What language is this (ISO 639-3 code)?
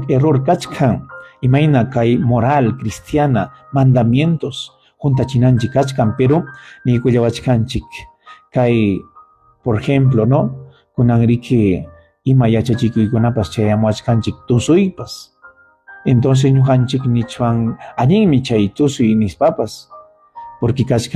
quy